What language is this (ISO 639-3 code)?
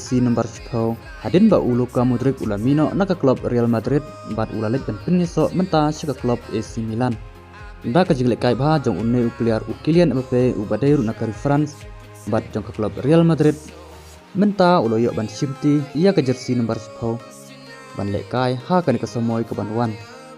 kha